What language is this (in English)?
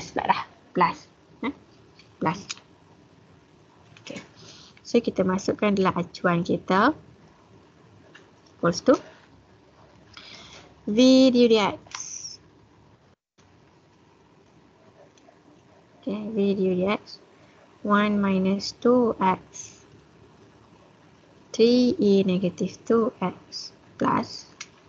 Malay